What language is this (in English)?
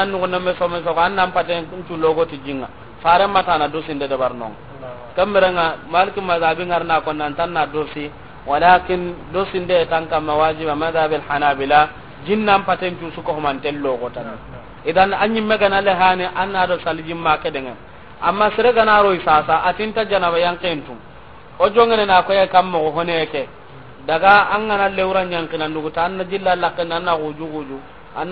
Soninke